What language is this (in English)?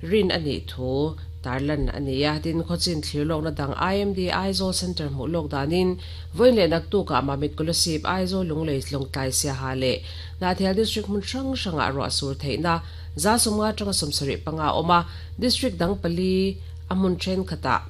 Mizo